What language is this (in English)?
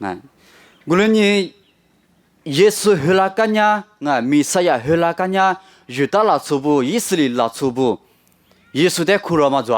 Lisu